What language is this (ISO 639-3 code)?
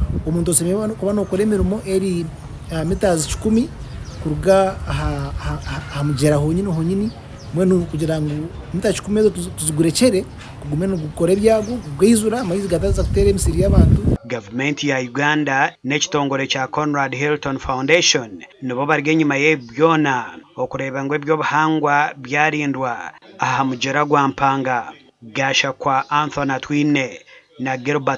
nyn